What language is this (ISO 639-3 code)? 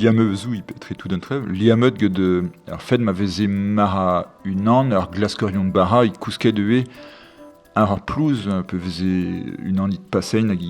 bre